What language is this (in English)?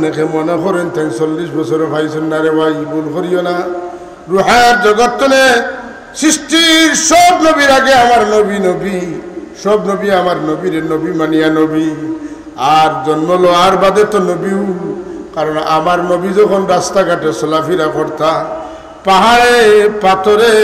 Sylheti